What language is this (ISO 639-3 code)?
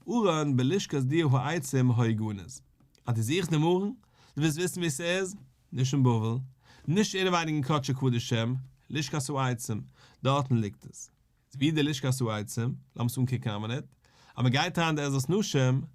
yid